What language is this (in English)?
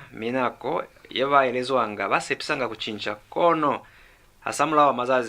Lozi